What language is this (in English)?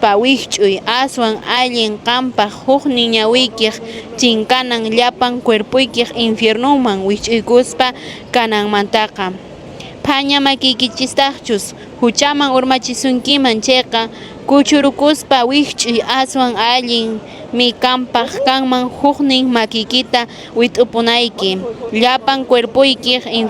Quechua